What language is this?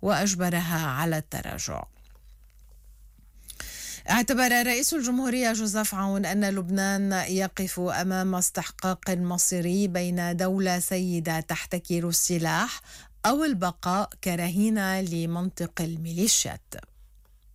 Arabic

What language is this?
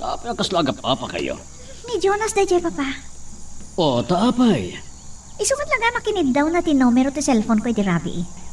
Iloko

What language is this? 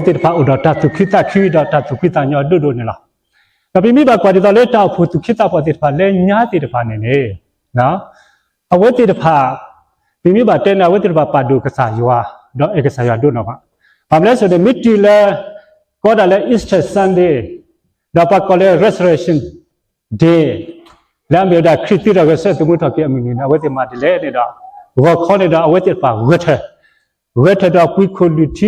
S'gaw Karen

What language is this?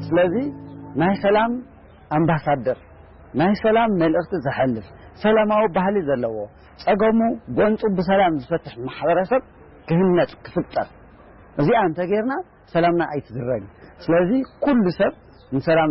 Tigrinya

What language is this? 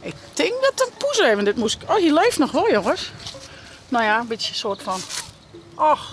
Western Frisian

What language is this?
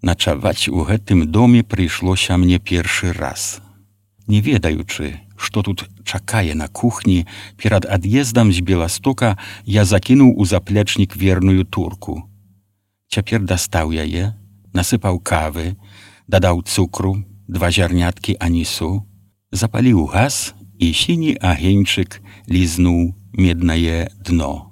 Belarusian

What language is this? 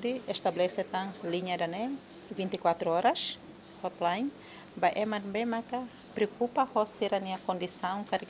Tetum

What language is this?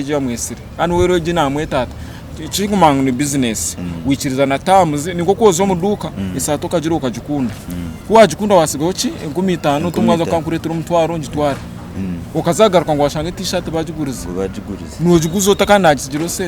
Nyankole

